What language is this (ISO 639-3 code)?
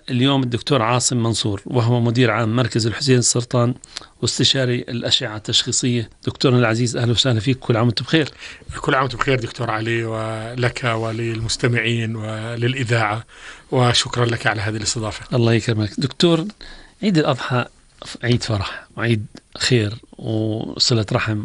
apc